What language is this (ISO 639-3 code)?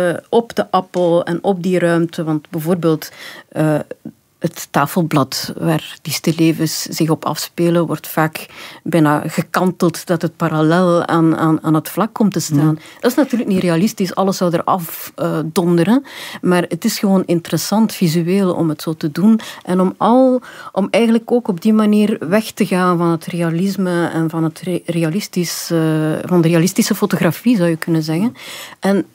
nld